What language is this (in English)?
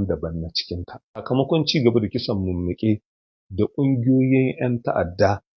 Hausa